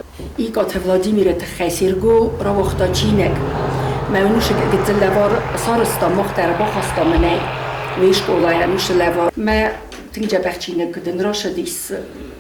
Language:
Ossetic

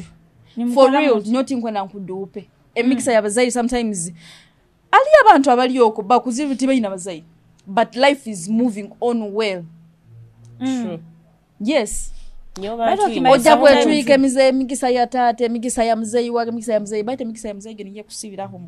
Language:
Nyoro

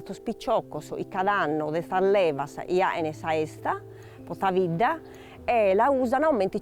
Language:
Sardinian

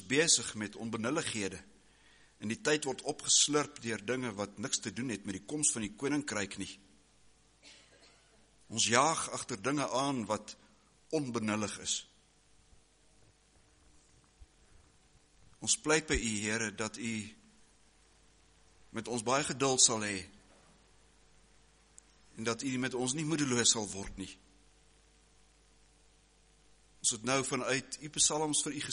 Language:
Afrikaans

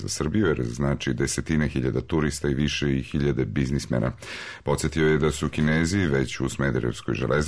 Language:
Serbian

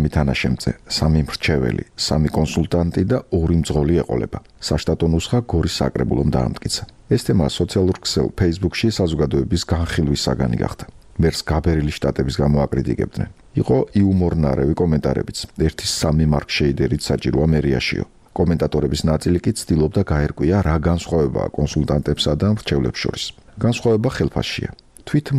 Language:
Georgian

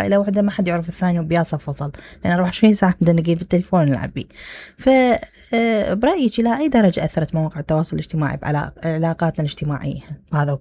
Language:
Mesopotamian Arabic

